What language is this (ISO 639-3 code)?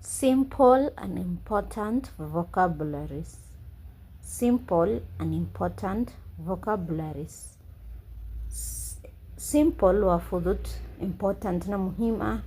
som